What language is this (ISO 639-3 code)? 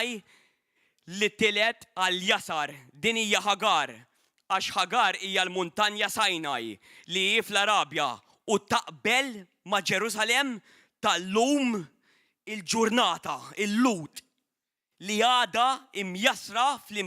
mlt